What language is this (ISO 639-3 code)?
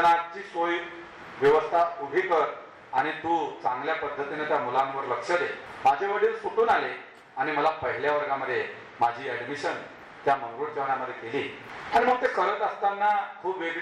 mar